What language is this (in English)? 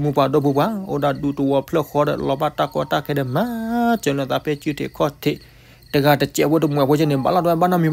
S'gaw Karen